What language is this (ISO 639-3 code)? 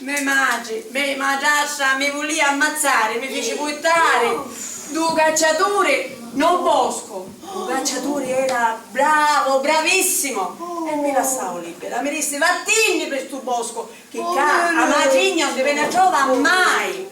scn